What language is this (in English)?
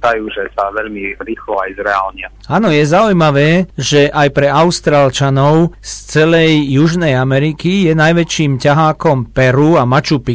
Slovak